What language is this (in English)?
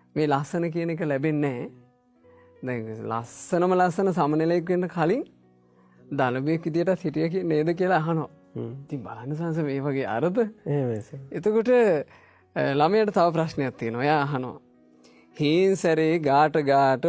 Sinhala